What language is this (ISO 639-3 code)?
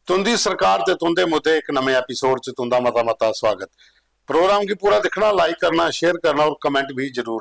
doi